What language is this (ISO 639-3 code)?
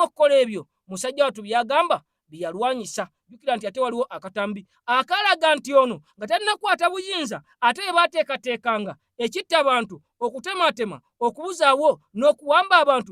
lug